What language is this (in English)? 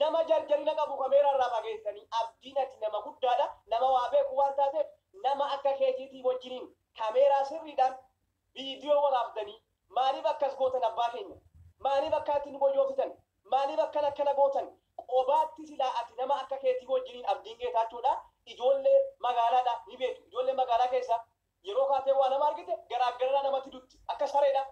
Oromo